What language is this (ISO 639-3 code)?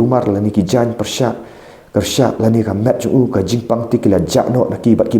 kha